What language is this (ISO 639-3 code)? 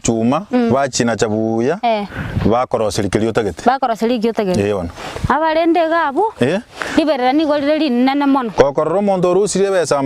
guz